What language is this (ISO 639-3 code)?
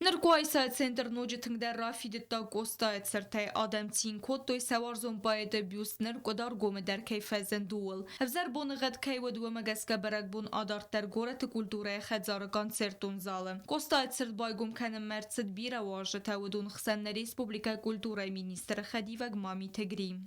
oss